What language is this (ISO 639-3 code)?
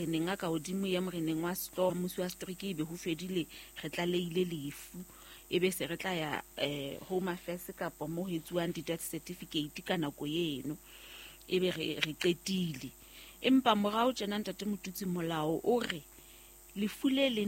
sot